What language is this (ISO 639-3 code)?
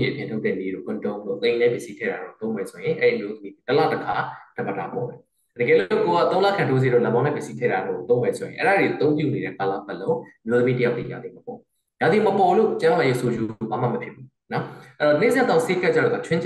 mya